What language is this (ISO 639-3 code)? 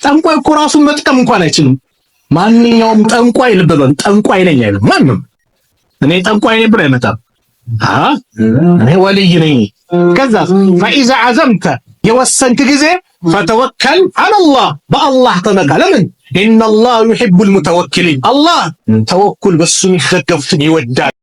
amh